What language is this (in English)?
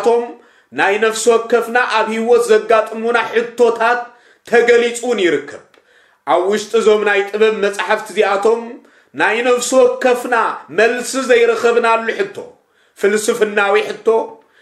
Tigrinya